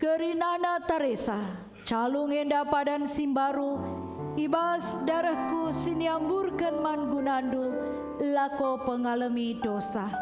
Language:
Batak Karo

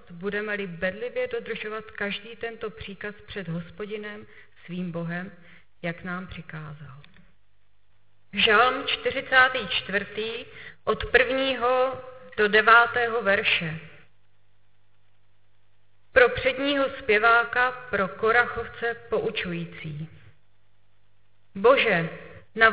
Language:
Czech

